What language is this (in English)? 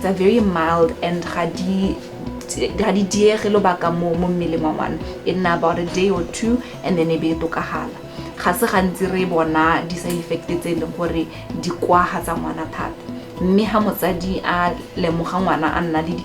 Tswana